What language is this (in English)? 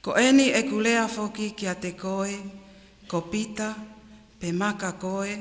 Tongan